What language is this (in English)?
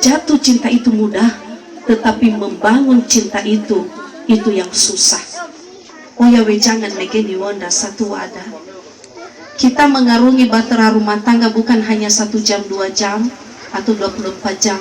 Nias